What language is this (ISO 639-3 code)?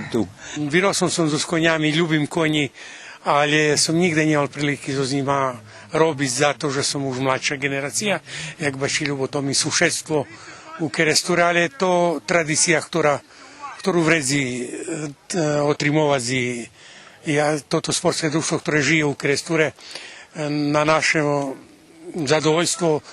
rue